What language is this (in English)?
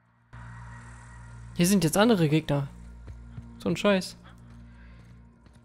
German